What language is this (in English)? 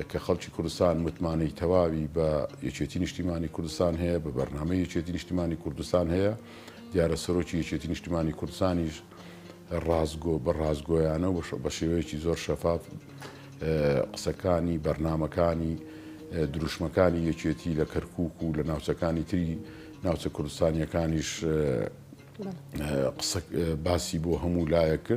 Central Kurdish